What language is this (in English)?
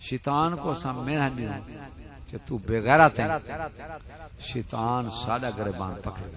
Saraiki